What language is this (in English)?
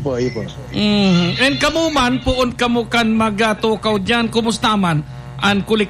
Bikol